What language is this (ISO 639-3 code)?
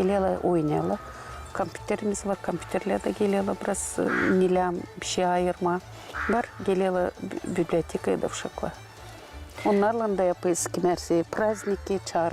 gag